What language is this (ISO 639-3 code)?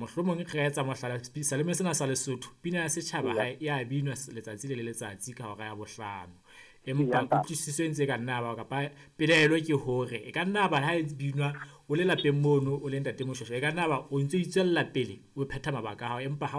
sot